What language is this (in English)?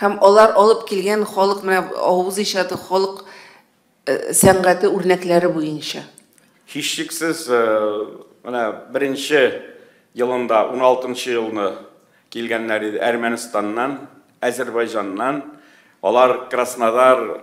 Tatar